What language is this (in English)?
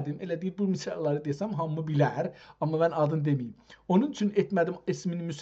South Azerbaijani